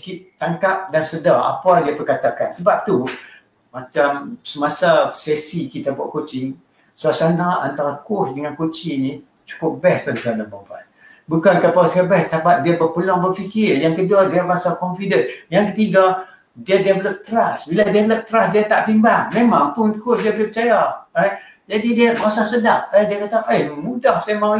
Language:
Malay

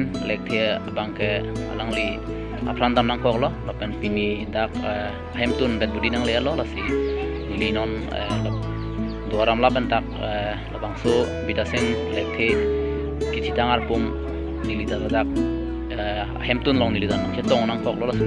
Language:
Karbi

